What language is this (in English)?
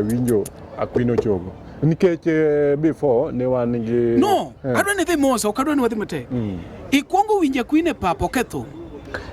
Luo (Kenya and Tanzania)